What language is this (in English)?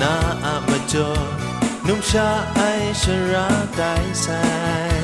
Kachin